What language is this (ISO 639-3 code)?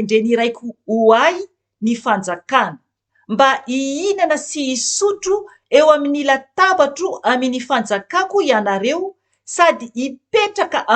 mlg